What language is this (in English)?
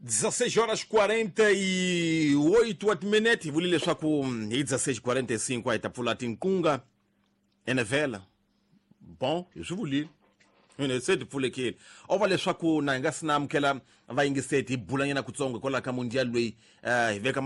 Tsonga